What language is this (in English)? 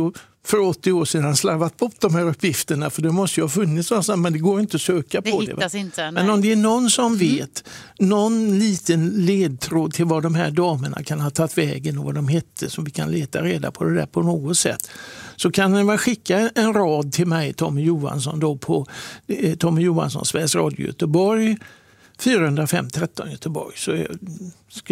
Swedish